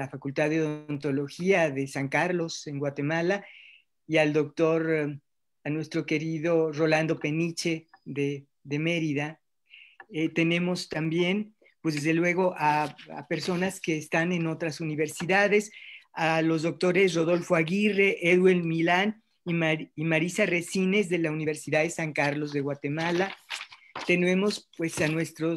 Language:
Spanish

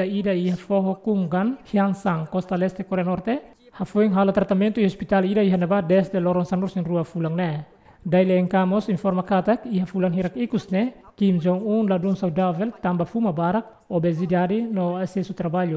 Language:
Tetum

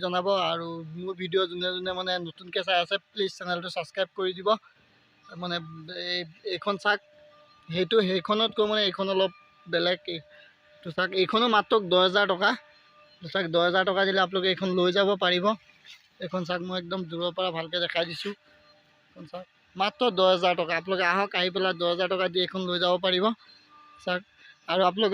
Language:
Assamese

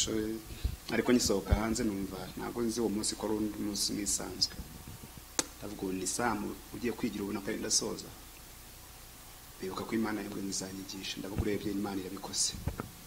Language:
Kinyarwanda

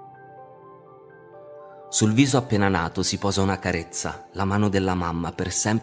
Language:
Italian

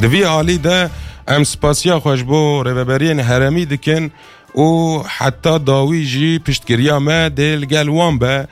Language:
Kurdish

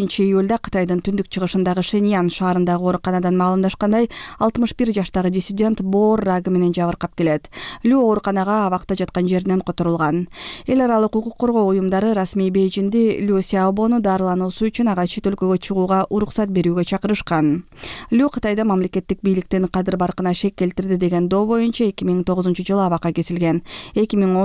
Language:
Kyrgyz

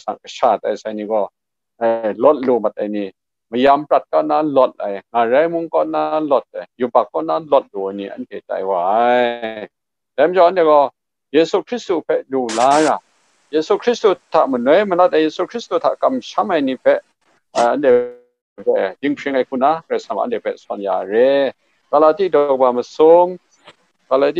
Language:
Kachin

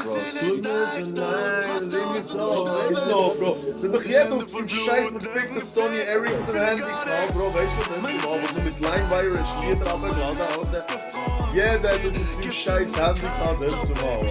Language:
Swiss German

